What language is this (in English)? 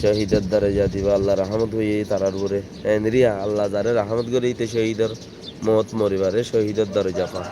Rohingya